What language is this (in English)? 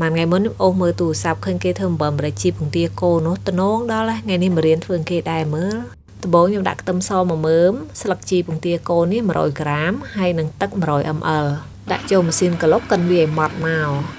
Khmer